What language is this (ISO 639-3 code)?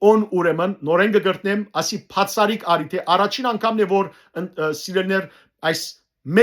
hyw